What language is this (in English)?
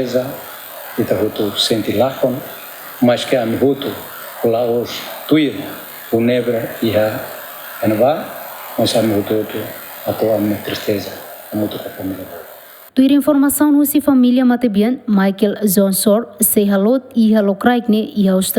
Tetum